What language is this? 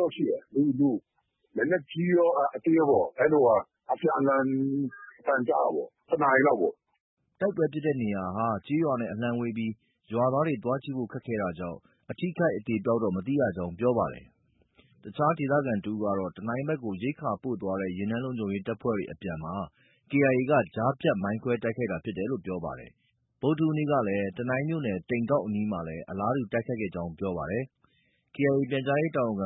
Burmese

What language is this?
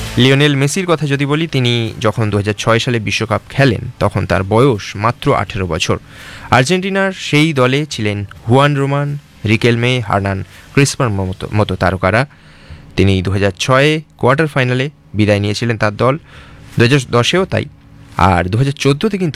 Bangla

